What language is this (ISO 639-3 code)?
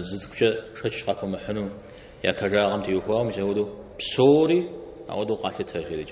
kbd